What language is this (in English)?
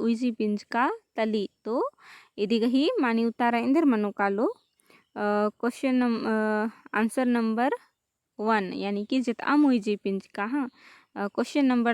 Kurukh